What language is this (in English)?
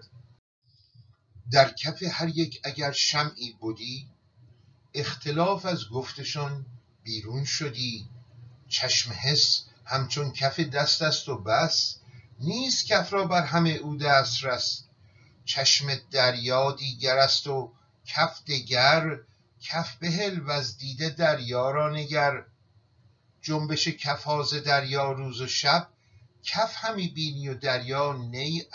Persian